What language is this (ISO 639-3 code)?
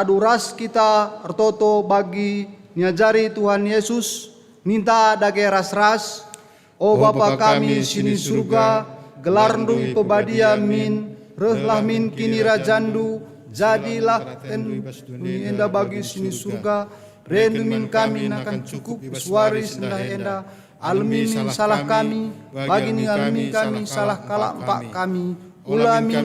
btx